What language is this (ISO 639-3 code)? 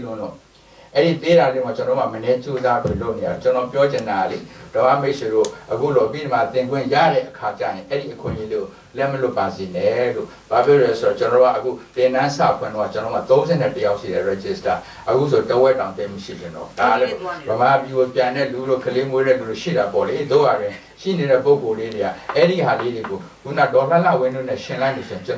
mya